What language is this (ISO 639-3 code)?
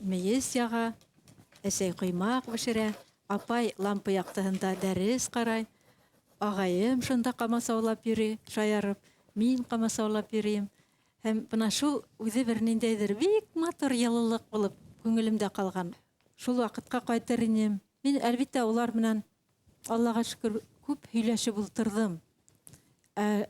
bak